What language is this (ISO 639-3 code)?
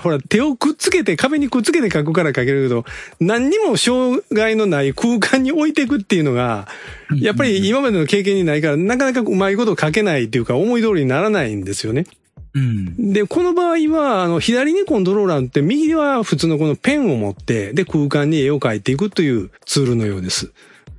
jpn